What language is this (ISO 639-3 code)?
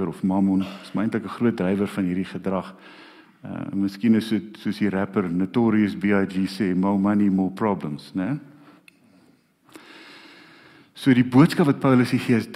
afr